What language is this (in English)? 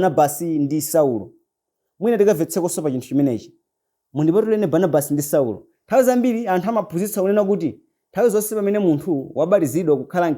Nyanja